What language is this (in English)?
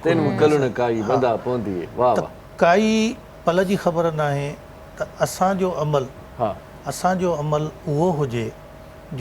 Sindhi